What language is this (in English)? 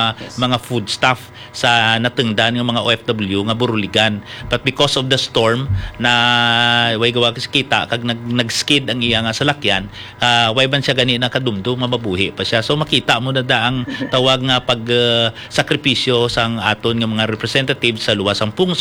Hiligaynon